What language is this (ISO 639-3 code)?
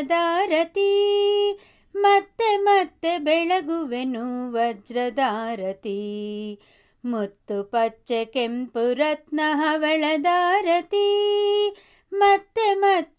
kan